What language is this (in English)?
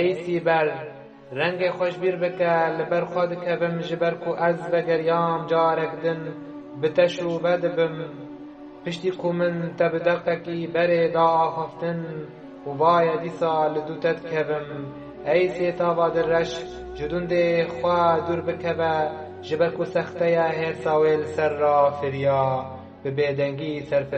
Kurdish